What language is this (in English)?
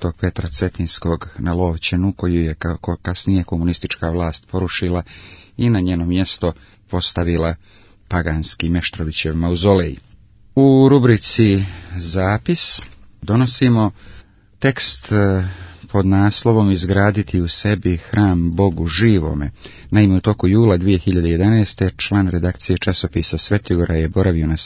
Serbian